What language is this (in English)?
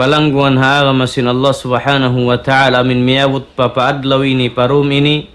Tausug